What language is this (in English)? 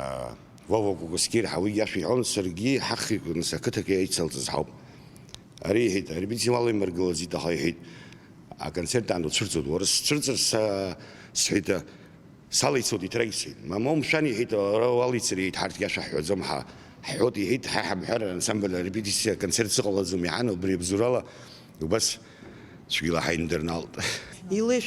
Abkhazian